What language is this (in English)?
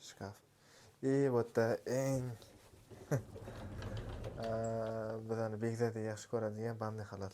Uzbek